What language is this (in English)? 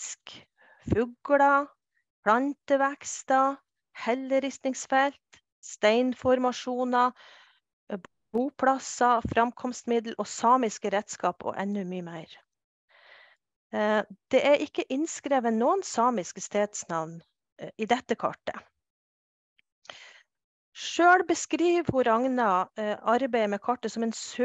Norwegian